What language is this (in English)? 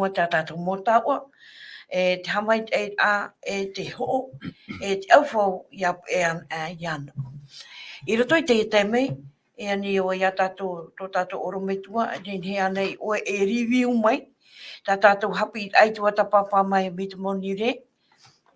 Tahitian